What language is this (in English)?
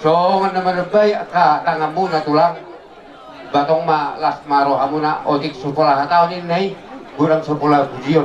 Batak Toba